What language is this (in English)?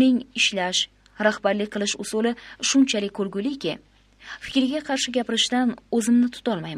Uzbek